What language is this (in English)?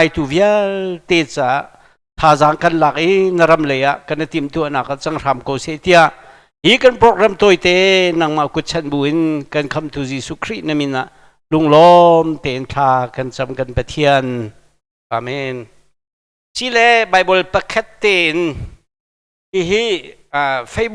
Hakha Chin